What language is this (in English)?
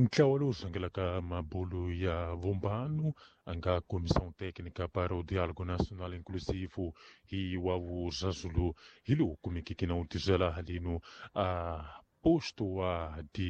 Tsonga